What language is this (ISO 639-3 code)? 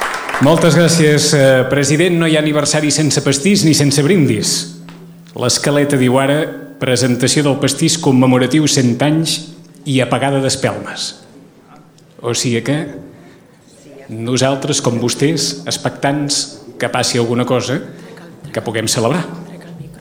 cat